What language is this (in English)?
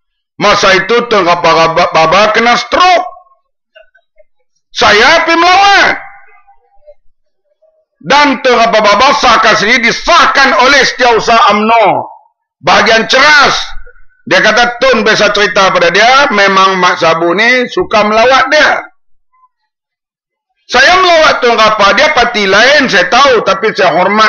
Malay